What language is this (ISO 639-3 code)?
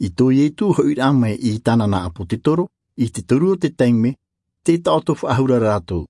tah